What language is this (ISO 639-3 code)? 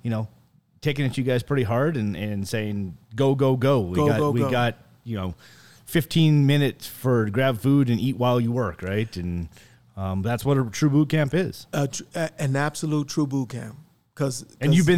eng